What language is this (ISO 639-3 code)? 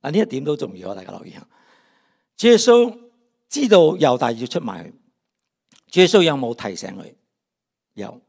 yue